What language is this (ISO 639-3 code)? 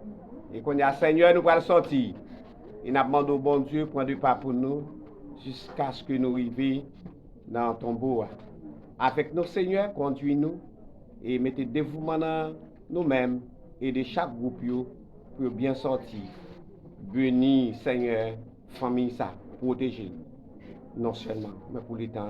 hat